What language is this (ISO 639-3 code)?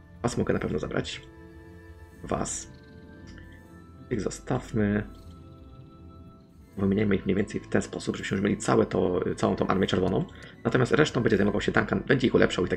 pol